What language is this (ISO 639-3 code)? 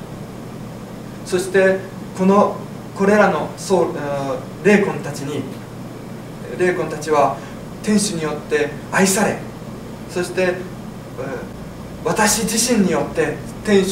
jpn